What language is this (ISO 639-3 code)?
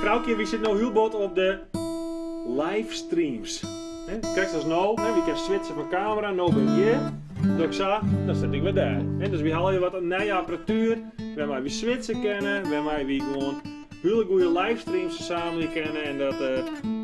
fry